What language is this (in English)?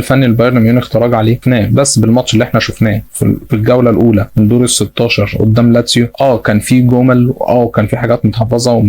Egyptian Arabic